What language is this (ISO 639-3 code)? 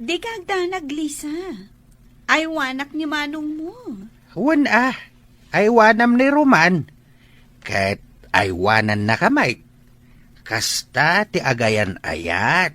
ilo